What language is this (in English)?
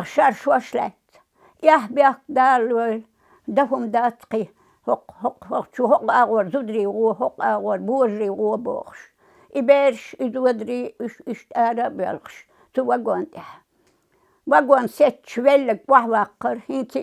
Chechen